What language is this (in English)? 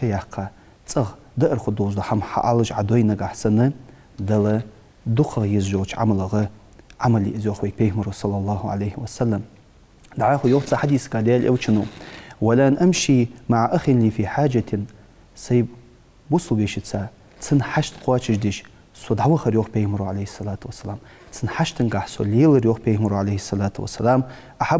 Ingush